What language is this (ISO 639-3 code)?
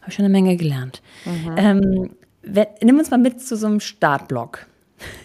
deu